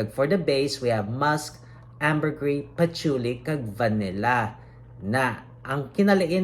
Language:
Hiligaynon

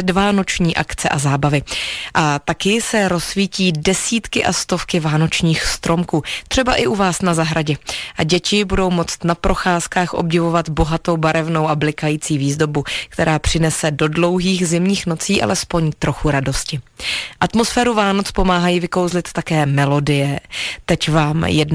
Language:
Czech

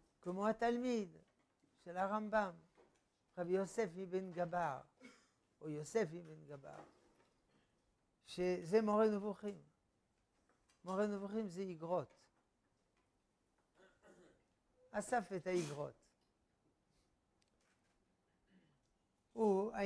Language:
Hebrew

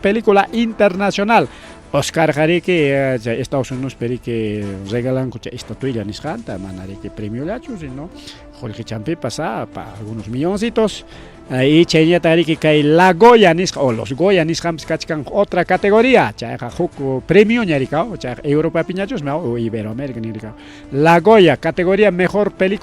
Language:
Ayacucho Quechua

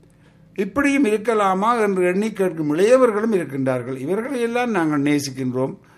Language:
Tamil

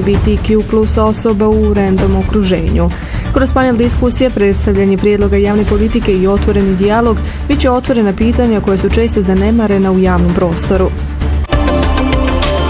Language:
Bosnian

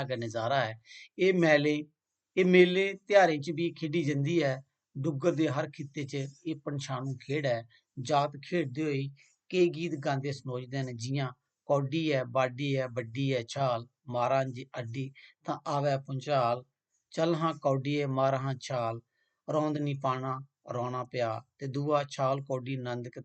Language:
Dogri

